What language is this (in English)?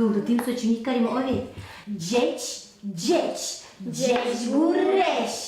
Udmurt